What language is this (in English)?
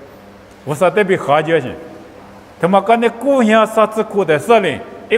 Lisu